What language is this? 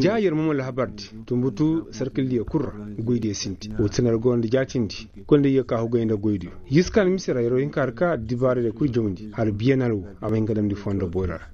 Koyraboro Senni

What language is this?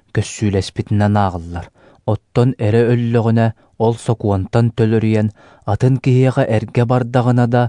Yakut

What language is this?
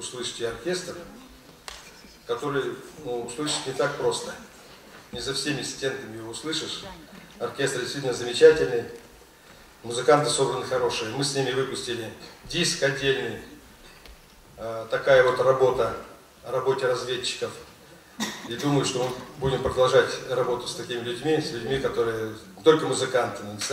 Russian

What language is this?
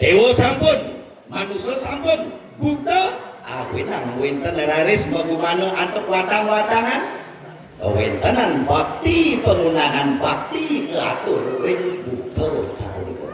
Balinese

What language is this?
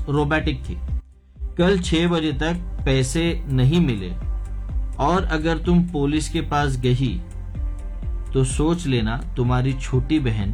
Hindi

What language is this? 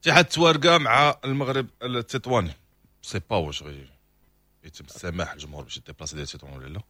Moroccan Arabic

